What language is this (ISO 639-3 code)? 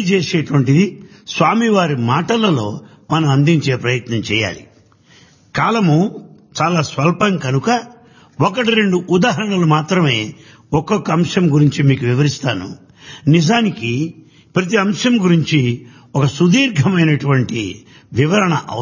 tel